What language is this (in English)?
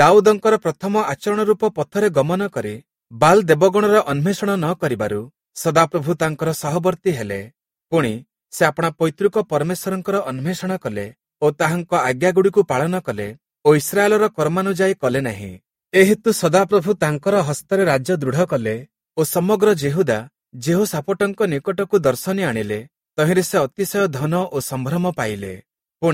Odia